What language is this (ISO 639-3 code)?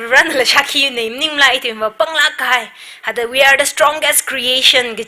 nmf